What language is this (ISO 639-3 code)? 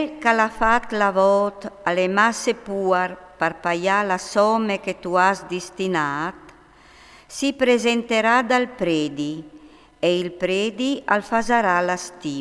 fur